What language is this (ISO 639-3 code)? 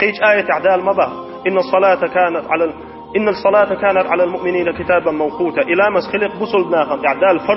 che